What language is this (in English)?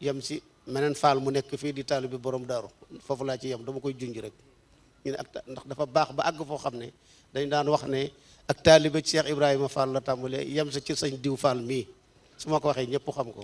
Wolof